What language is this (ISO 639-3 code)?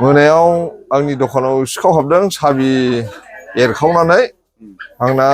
brx